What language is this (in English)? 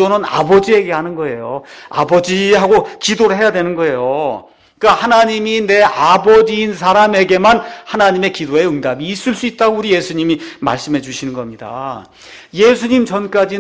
Korean